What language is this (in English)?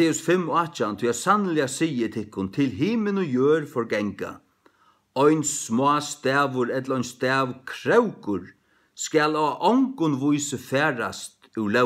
Faroese